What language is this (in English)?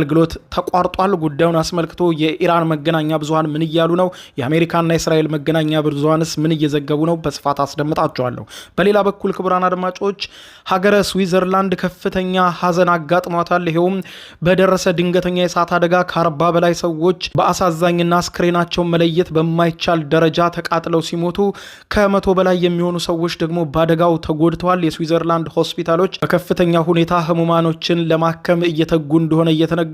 Amharic